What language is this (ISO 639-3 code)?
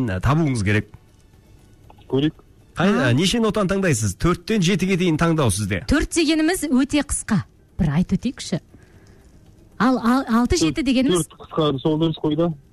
kaz